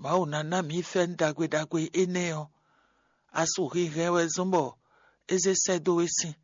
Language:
Fon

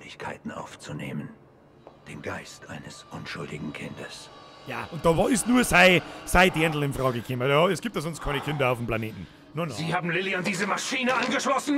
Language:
Bavarian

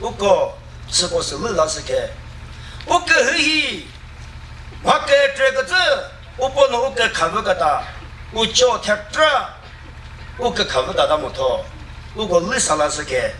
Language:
Chokri Naga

